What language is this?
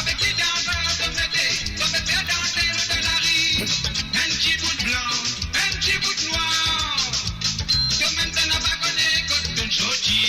Morisyen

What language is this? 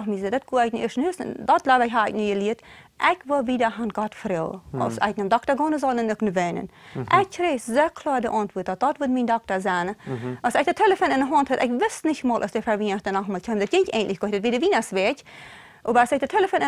Plautdietsch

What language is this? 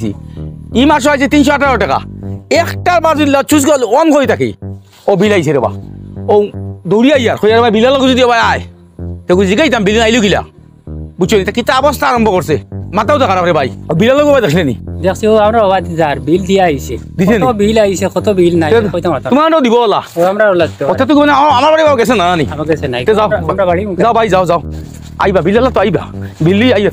Sylheti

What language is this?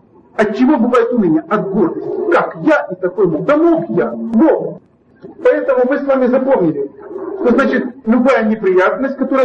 Russian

